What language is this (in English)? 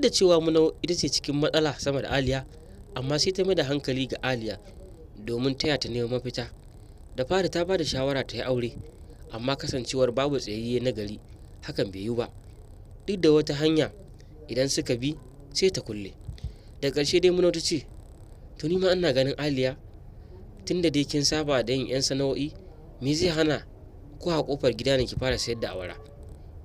Hausa